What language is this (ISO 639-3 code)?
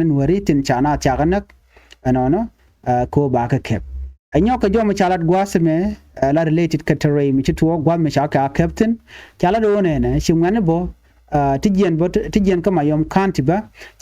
nus